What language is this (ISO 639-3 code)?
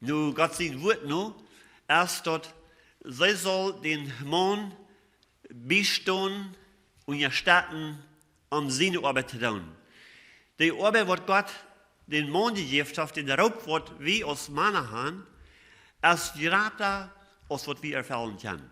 pdt